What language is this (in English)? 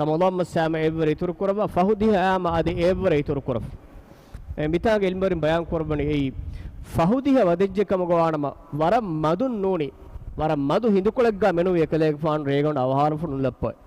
Divehi